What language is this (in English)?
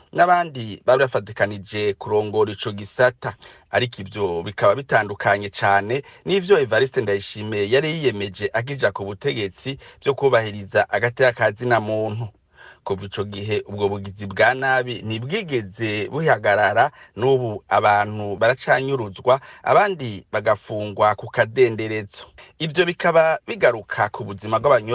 Rundi